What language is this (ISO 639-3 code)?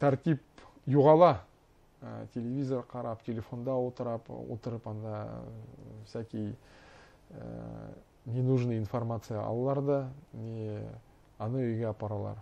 bak